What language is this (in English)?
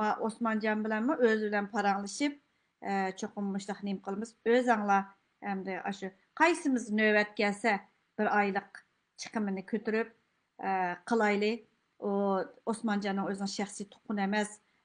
Uyghur